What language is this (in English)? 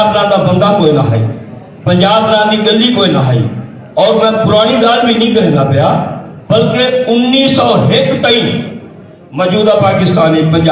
Saraiki